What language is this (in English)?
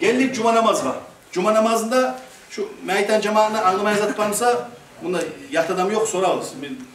Kumyk